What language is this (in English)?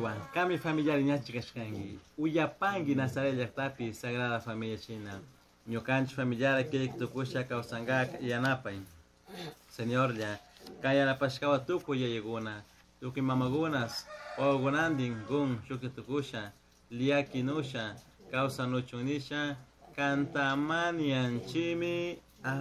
Chimborazo Highland Quichua